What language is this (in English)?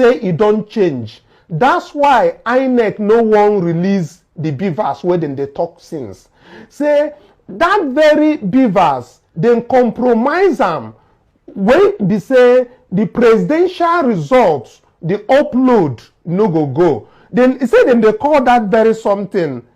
Nigerian Pidgin